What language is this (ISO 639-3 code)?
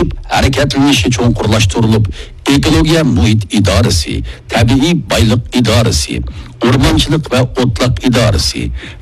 uig